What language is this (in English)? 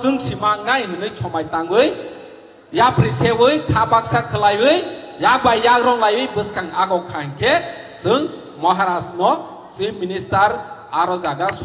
Kok Borok